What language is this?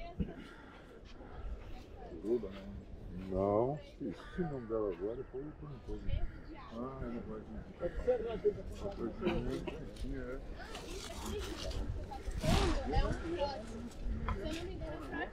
Portuguese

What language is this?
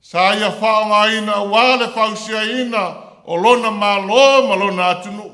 Samoan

